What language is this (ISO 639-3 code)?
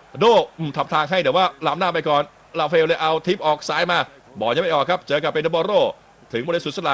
tha